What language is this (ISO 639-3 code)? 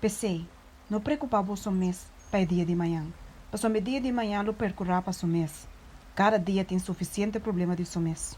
pap